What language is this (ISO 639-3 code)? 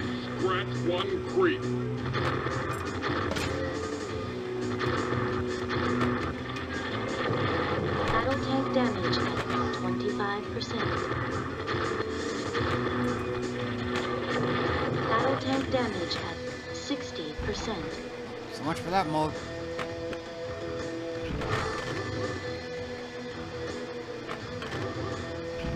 eng